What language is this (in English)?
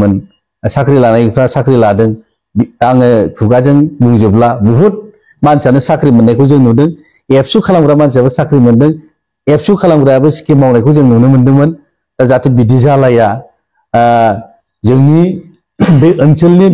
Bodo